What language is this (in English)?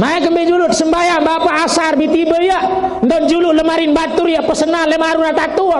Sasak